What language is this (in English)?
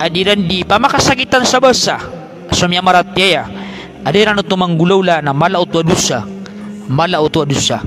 Maranao